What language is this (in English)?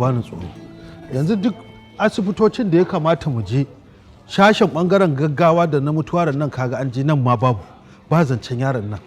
Hausa